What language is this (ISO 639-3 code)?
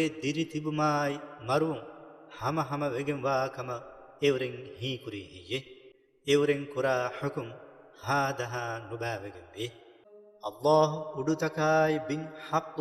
div